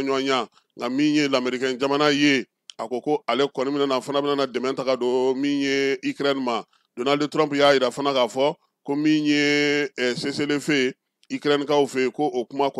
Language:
Bambara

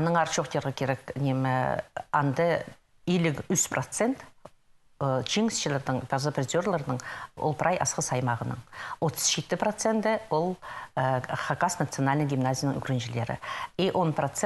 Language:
Khakas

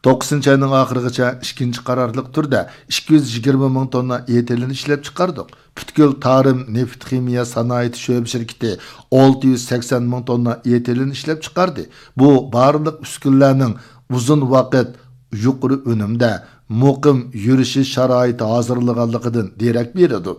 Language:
Uyghur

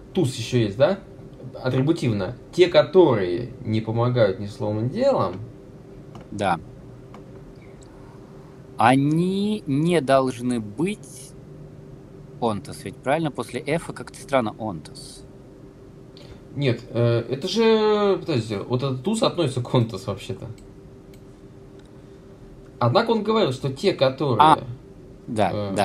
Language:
Russian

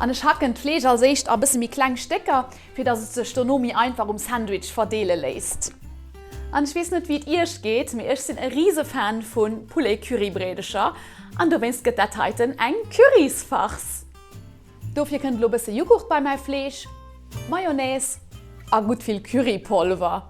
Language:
Luxembourgish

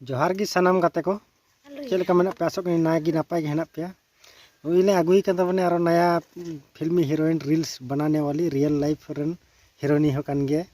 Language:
Santali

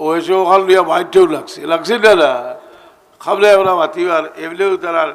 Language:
Sylheti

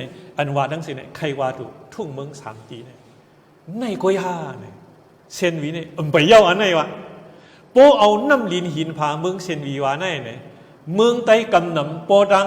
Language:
Shan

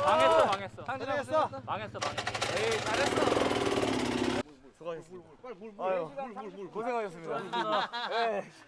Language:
Korean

